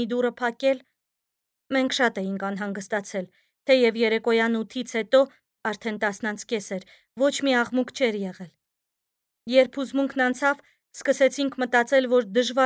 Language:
Armenian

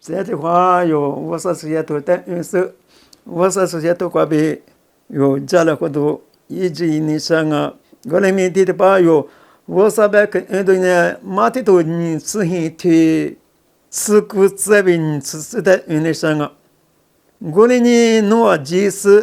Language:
Lisu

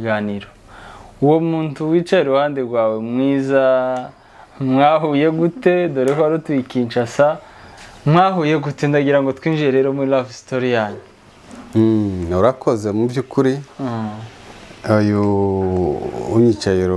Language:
Kinyarwanda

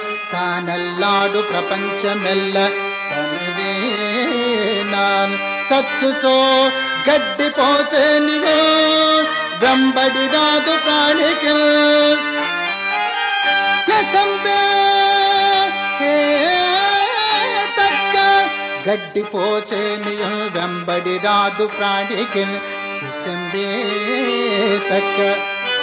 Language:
Telugu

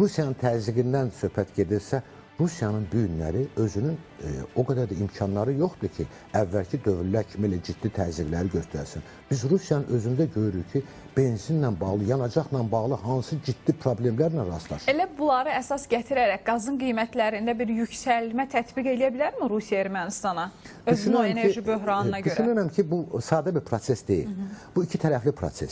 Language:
Azerbaijani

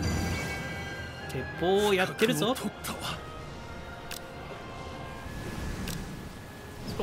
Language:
Japanese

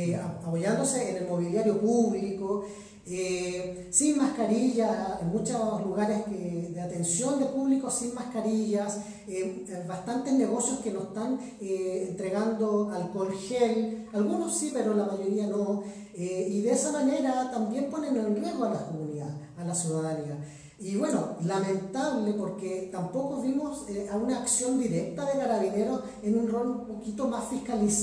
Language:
Spanish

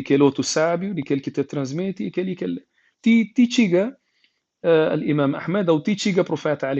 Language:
Kabuverdianu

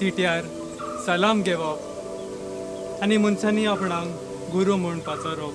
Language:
Konkani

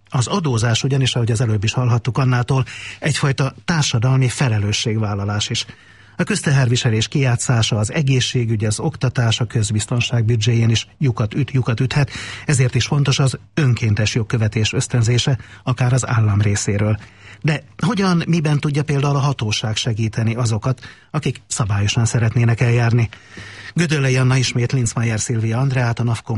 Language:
Hungarian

